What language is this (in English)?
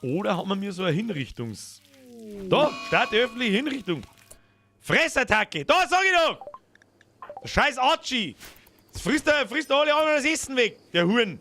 Bavarian